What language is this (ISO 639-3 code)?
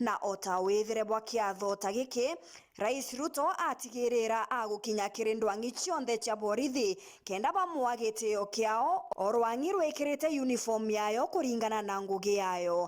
mer